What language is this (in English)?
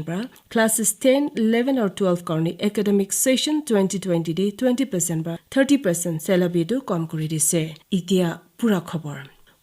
Naga Pidgin